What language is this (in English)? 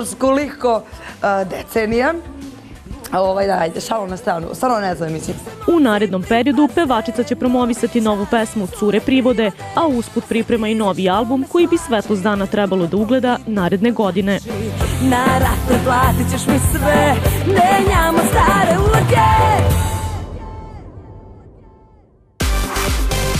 Serbian